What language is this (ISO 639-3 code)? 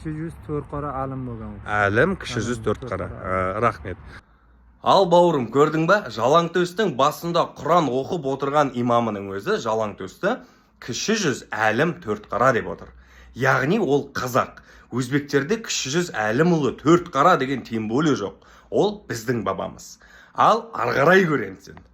kaz